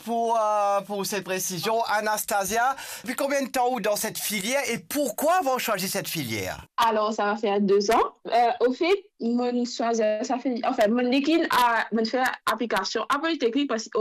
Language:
Morisyen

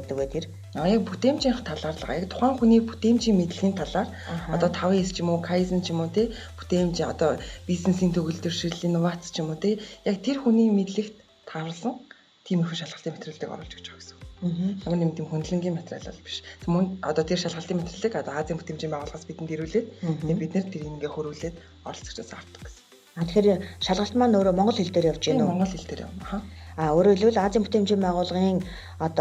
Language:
Mongolian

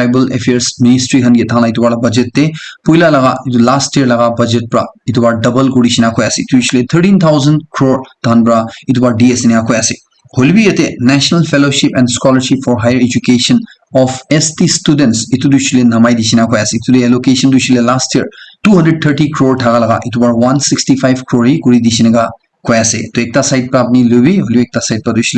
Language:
Naga Pidgin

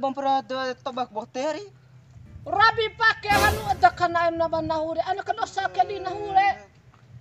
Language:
Bima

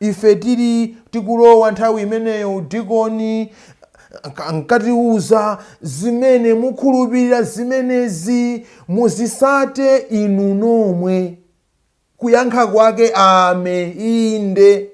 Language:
Nyanja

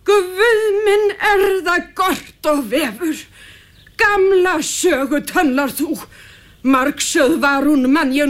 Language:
Icelandic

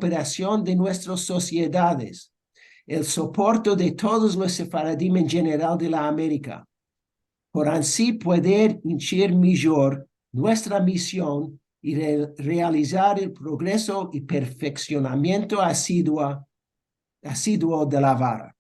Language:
Ladino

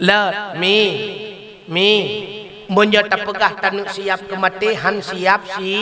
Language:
Achinese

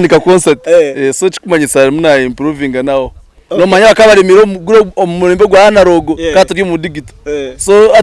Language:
Nyankole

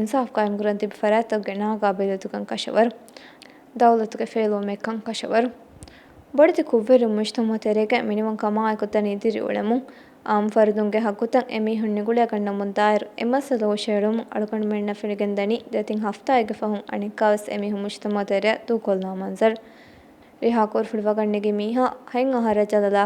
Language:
Divehi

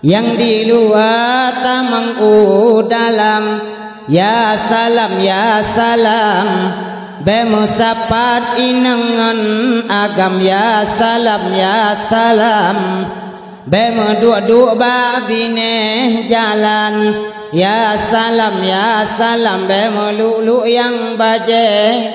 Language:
Achinese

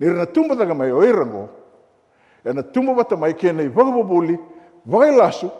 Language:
Fijian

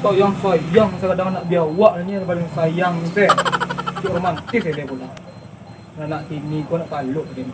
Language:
Minangkabau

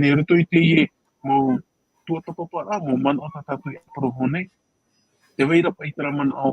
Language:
Tahitian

